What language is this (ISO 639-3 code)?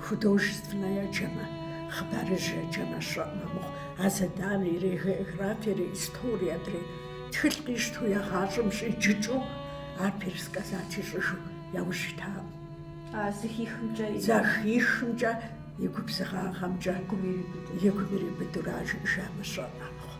kbd